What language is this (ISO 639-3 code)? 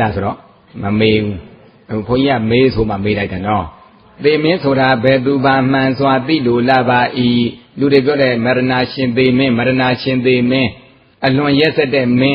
mya